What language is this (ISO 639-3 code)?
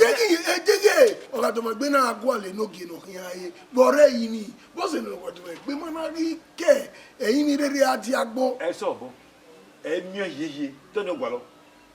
bin